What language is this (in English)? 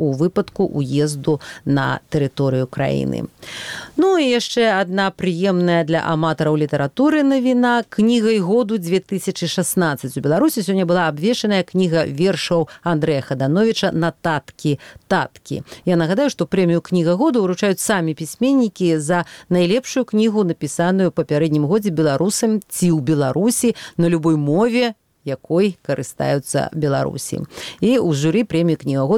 Belarusian